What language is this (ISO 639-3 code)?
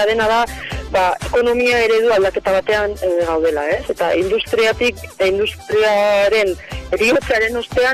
eus